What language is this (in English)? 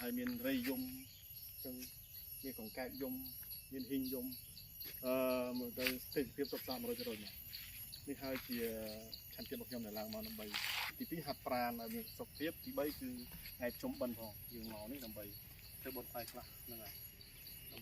Khmer